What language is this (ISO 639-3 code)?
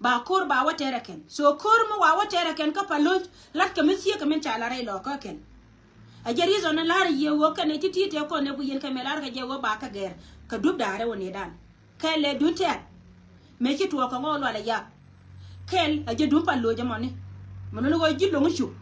nus